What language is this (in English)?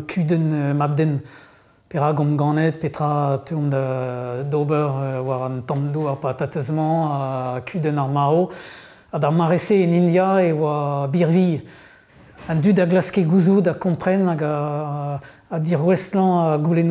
Breton